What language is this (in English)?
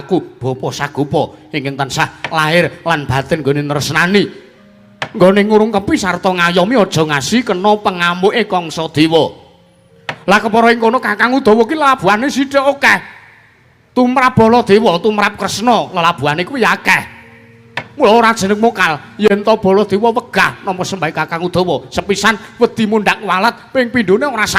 Javanese